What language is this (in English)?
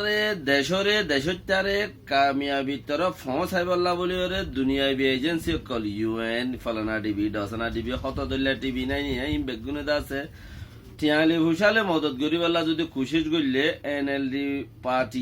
Rohingya